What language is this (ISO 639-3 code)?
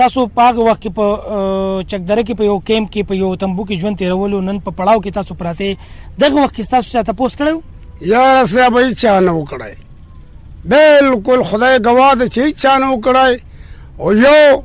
pus